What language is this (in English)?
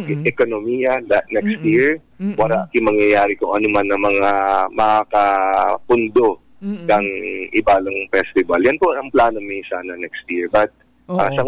Bikol